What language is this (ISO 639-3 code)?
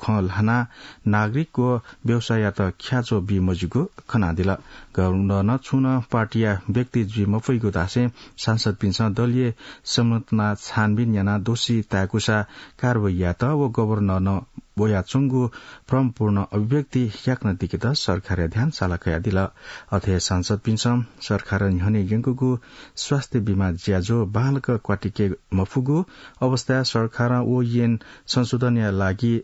new